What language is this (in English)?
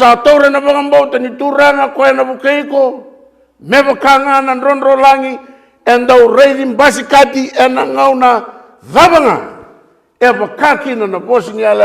Fijian